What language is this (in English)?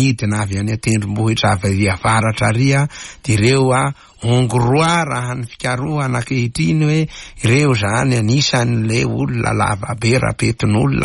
Malagasy